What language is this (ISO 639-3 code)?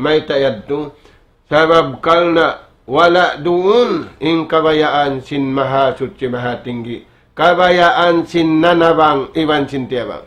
tsg